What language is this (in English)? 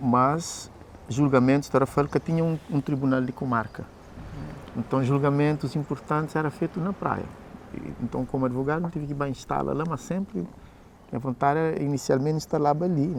Kabuverdianu